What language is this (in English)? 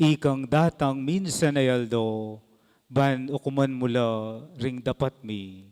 Pampanga